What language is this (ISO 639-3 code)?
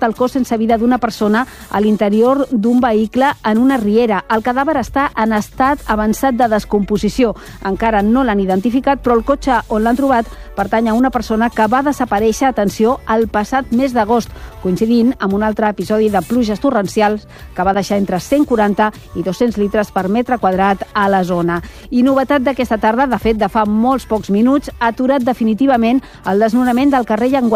cat